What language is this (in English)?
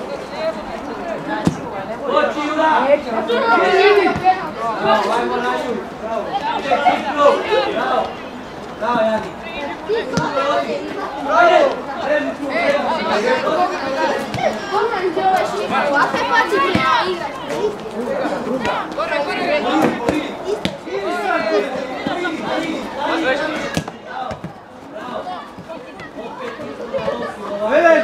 Croatian